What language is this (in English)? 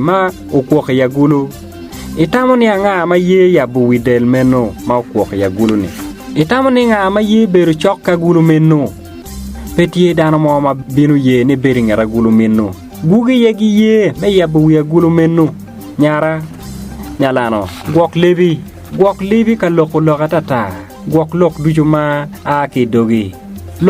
Acoli